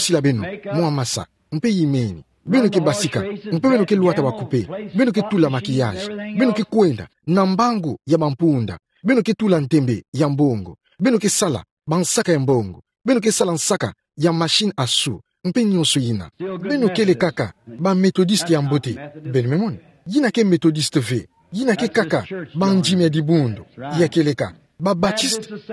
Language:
Kituba (Democratic Republic of Congo)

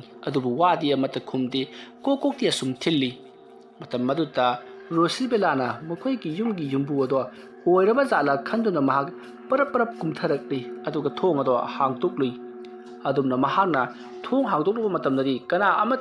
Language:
Manipuri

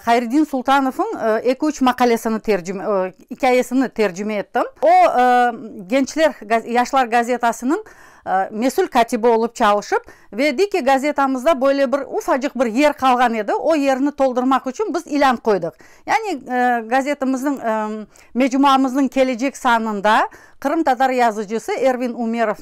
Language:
Crimean Tatar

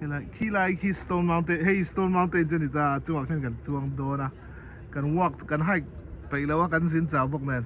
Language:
Mizo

